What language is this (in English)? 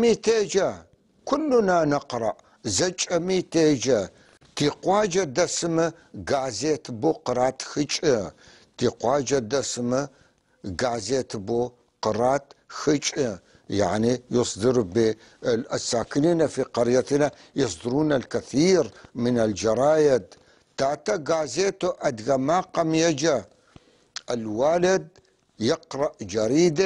North Levantine Arabic